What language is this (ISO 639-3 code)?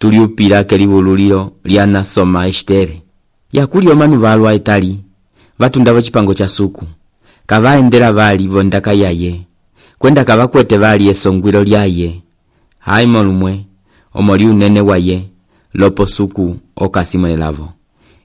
umb